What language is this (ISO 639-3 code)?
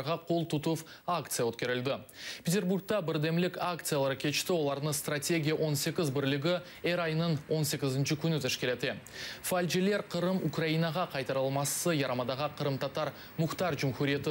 crh